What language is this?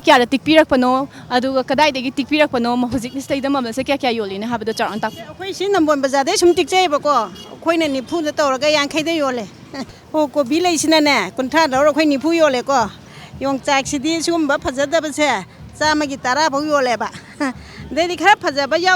Manipuri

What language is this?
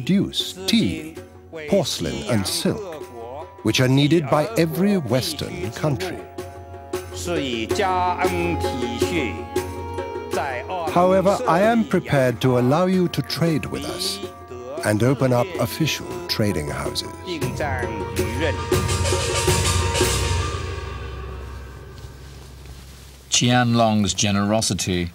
English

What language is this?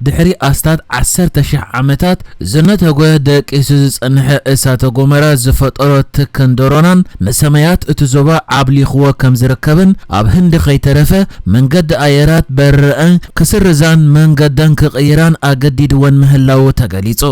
Tigrinya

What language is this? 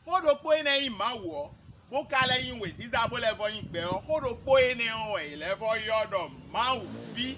Fon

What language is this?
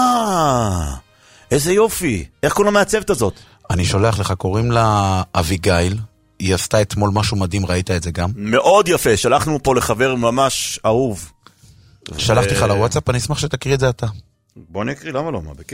Hebrew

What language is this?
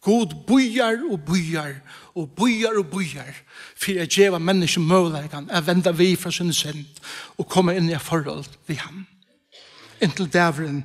Faroese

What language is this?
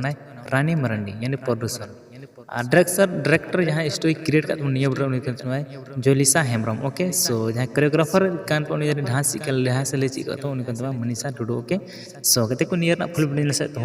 Santali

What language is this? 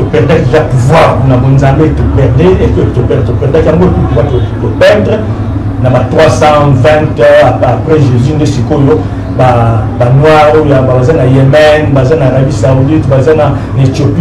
Lingala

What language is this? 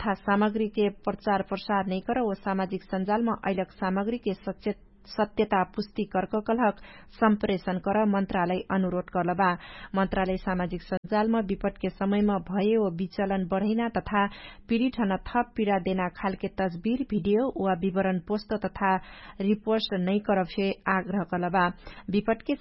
Dangaura Tharu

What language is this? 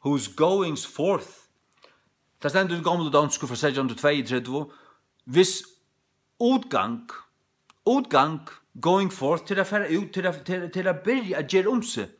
Faroese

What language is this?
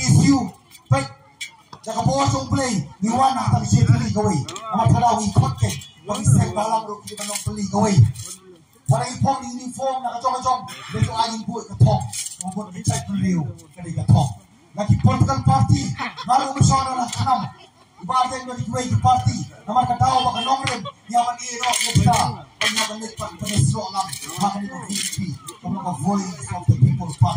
Khasi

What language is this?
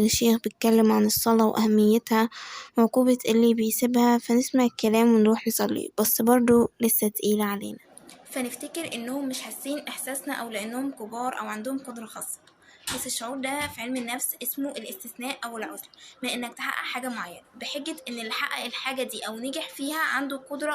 Egyptian Arabic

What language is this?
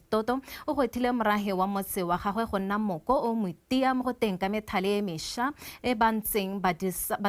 Tswana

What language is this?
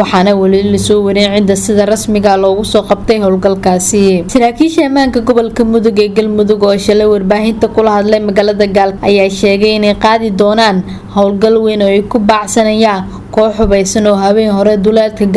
Somali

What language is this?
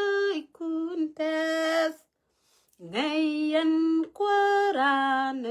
Nuer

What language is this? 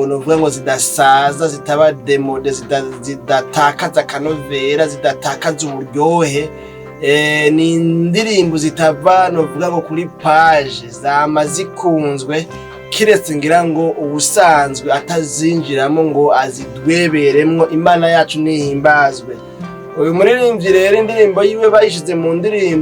Rundi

